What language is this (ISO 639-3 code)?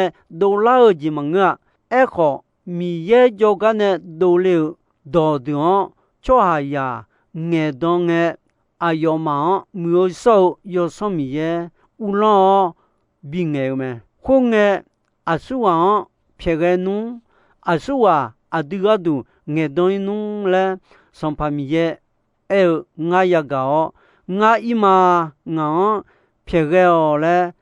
ahk